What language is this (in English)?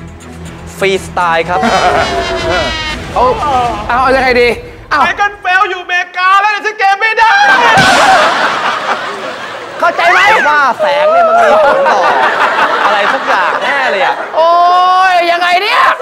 Thai